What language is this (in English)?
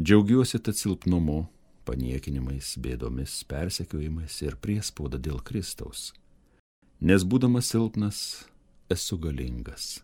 Lithuanian